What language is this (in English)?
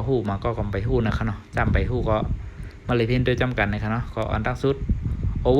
Shan